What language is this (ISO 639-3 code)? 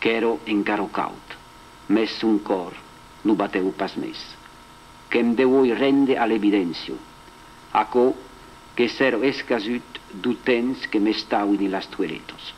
oci